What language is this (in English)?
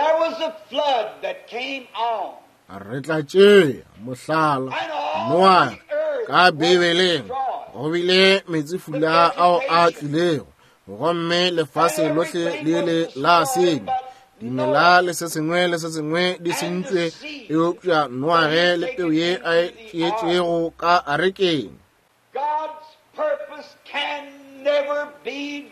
Northern Sotho